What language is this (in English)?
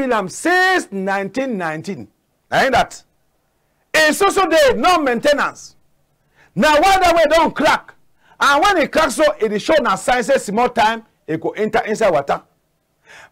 Cameroon Pidgin